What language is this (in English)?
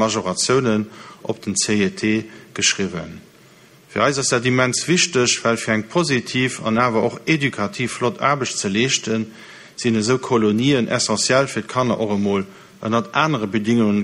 Luxembourgish